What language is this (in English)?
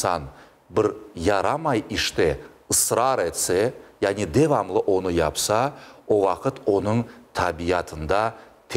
Crimean Tatar